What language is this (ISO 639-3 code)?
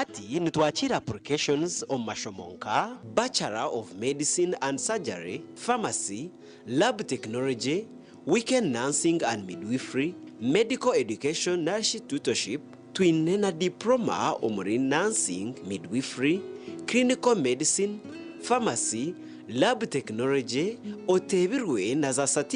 nyn